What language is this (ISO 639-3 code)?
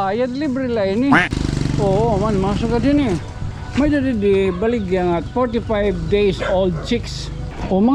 war